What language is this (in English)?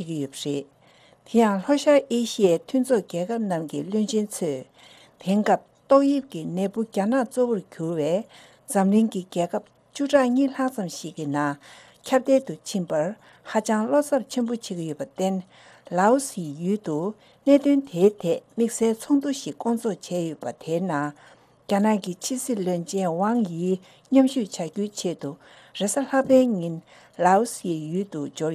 Tibetan